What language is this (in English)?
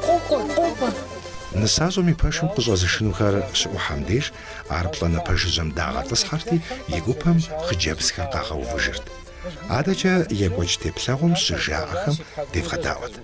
Kabardian